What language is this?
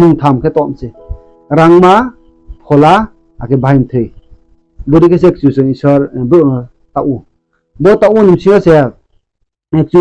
Riang (India)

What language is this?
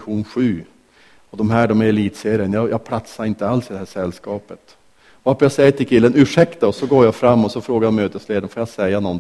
Swedish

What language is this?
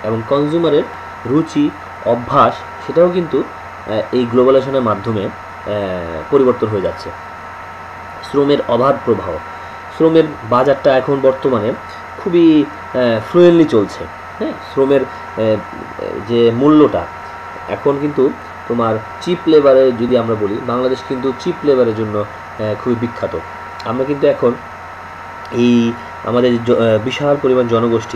Bangla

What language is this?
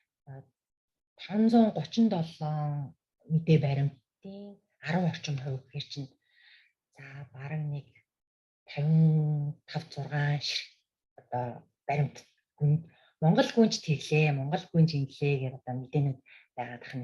Mongolian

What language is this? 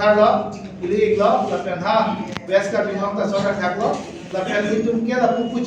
Karbi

